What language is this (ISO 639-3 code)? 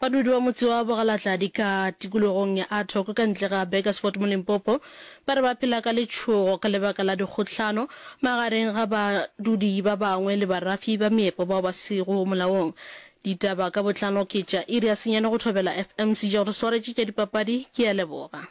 nso